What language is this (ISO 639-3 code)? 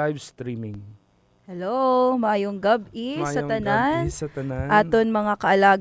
hil